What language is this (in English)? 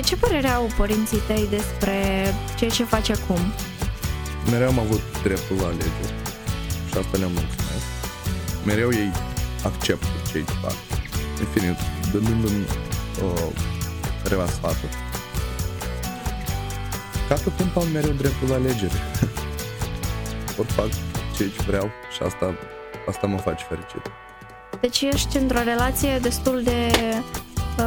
Romanian